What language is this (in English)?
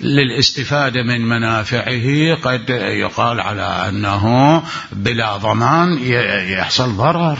Mesopotamian Arabic